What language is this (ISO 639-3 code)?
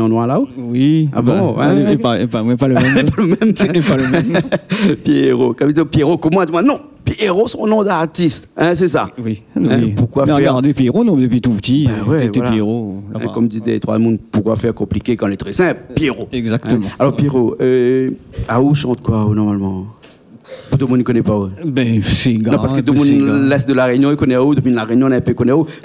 rcf